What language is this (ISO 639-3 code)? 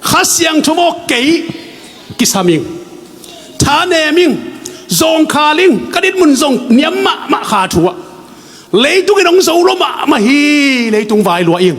ctd